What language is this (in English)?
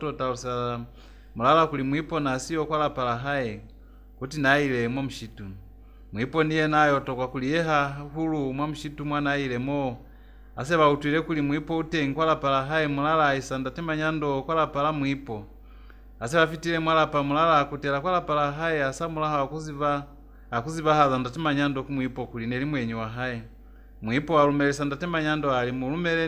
Lozi